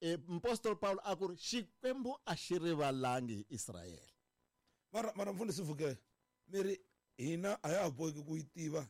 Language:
Tsonga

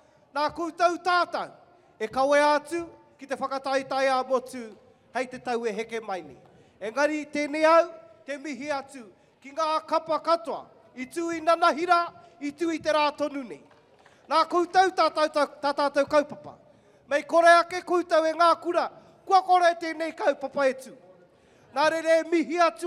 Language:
Māori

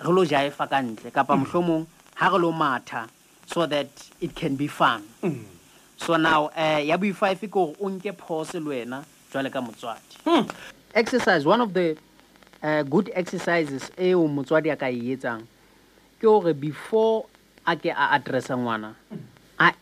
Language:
Southern Sotho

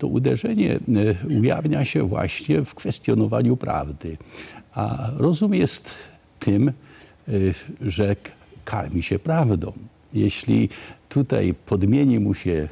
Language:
Polish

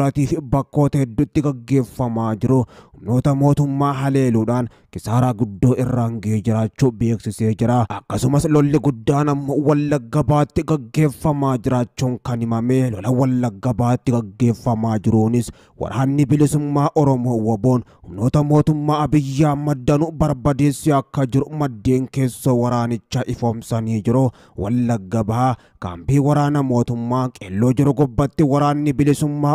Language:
Oromo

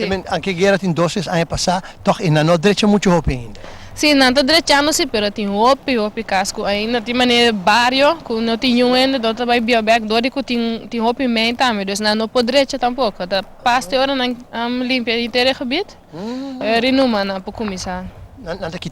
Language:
Papiamento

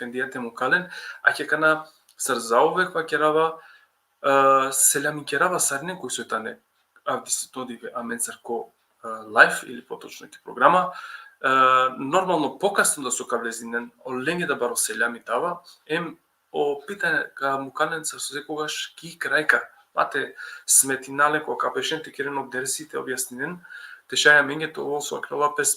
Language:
Balkan Romani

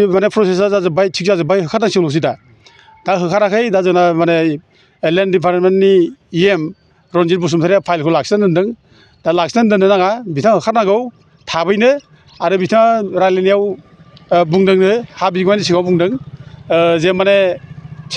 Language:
Bodo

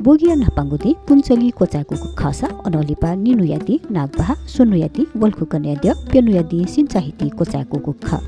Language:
Newari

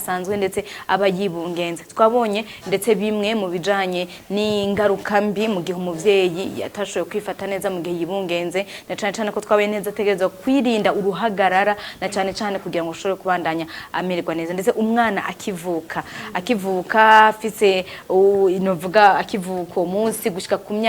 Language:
Rundi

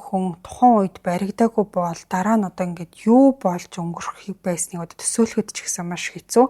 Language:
Mongolian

